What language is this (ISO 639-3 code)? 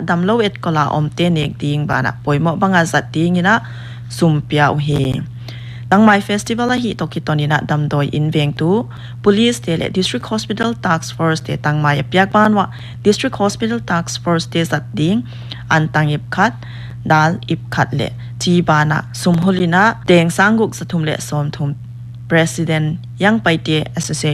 pck